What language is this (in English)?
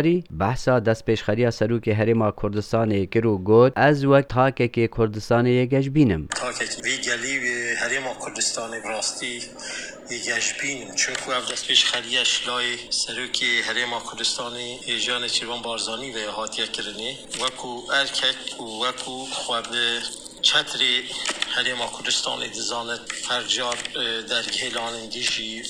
Kurdish